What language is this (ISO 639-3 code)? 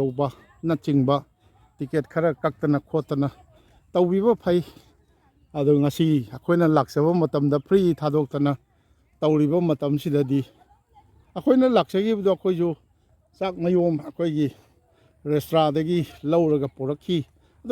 mni